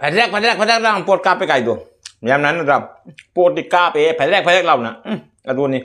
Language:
Manipuri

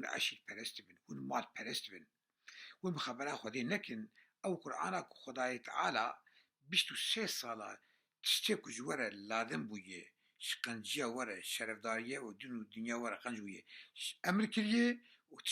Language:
Kurdish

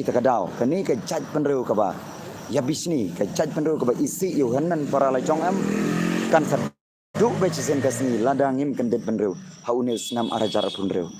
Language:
Khasi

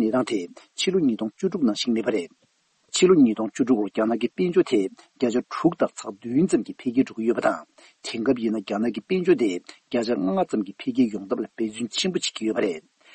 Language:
Tibetan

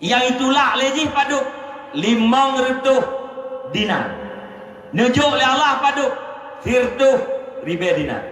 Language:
Achinese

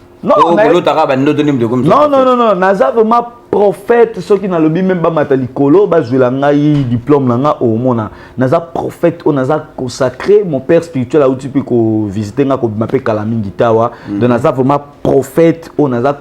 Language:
Lingala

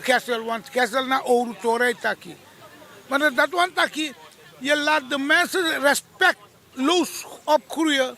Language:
Sranan Tongo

